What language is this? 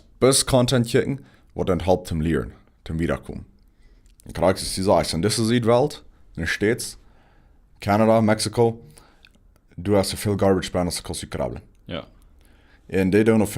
Plautdietsch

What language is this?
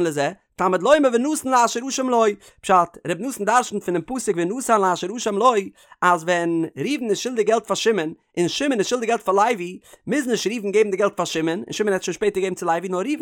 Yiddish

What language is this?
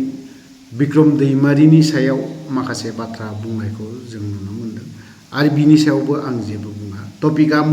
Bodo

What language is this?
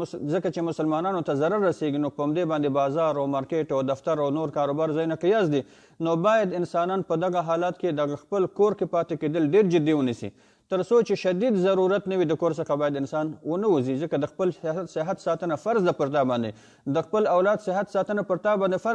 Pashto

